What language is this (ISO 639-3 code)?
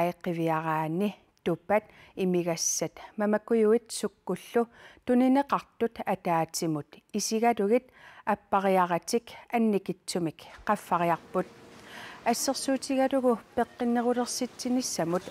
kal